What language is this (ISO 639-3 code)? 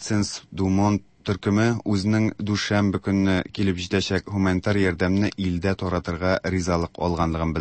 tat